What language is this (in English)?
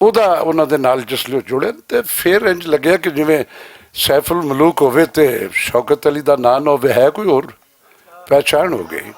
Western Panjabi